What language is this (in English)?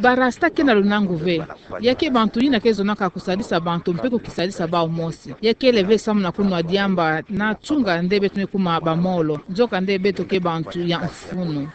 Kituba (Democratic Republic of Congo)